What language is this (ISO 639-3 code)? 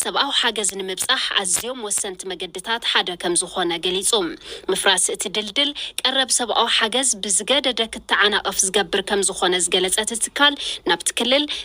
tir